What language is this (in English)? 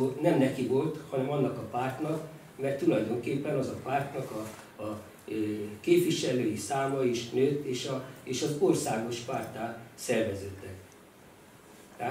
Hungarian